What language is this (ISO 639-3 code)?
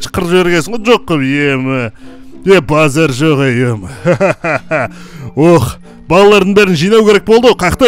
kaz